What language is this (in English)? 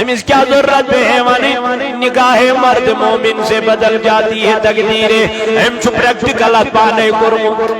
Kashmiri